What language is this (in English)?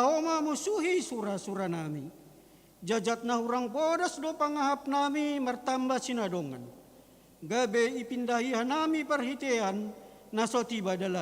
Batak Simalungun